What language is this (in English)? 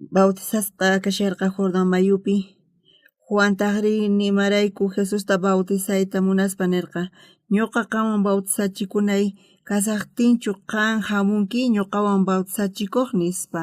South Bolivian Quechua